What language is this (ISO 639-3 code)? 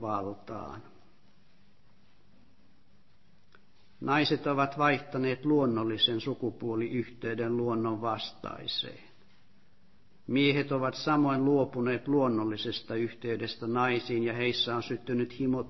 fin